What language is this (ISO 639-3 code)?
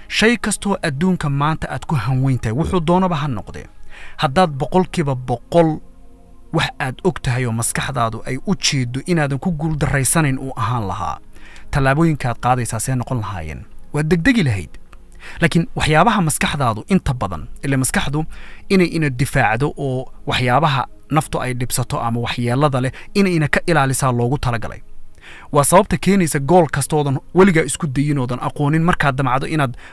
som